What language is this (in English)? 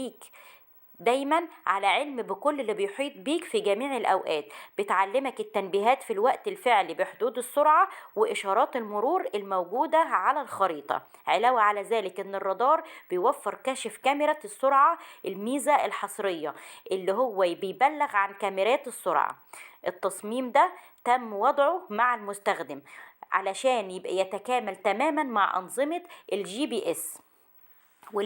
Egyptian Arabic